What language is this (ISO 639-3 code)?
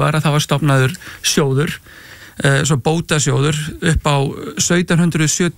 isl